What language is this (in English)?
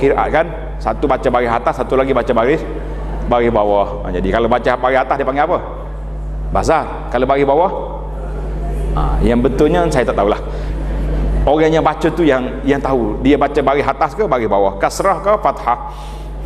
Malay